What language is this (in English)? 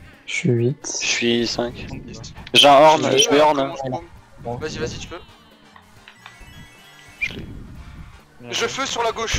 French